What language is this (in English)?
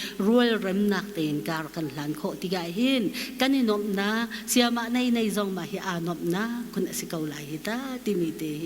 Hakha Chin